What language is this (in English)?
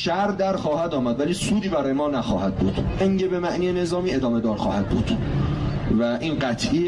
Persian